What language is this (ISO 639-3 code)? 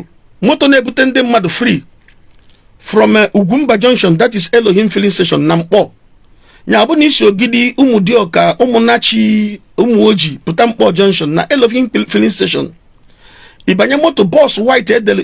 ibo